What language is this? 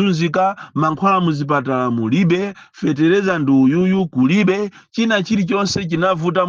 Nyanja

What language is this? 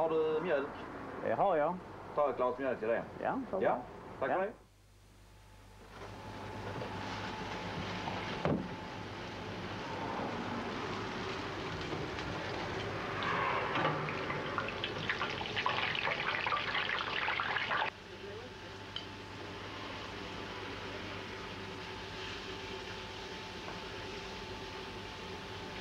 Swedish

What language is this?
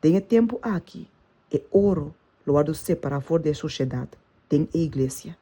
Papiamento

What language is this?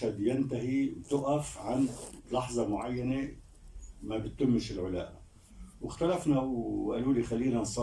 Egyptian Arabic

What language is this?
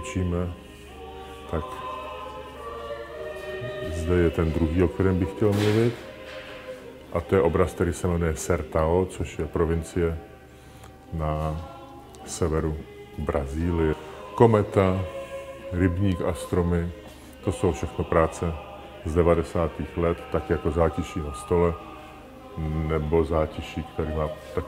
Czech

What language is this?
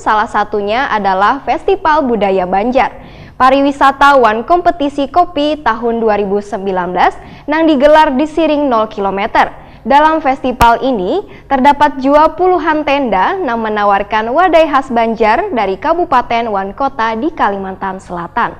Banjar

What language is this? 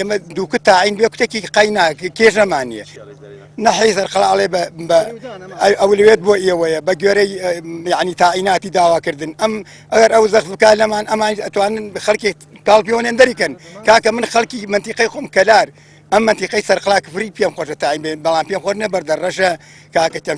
Central Kurdish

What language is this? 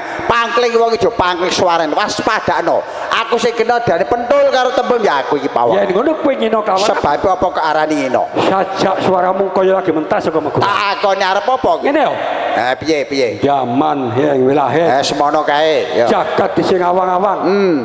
Javanese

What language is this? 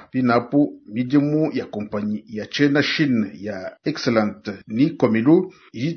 Luba-Lulua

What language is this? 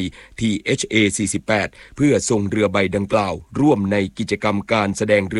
Thai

